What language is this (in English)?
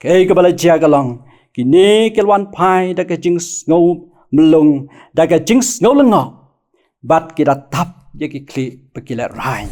Khasi